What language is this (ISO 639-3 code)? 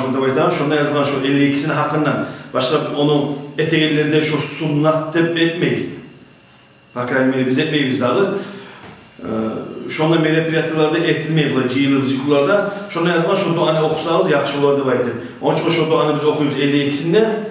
kum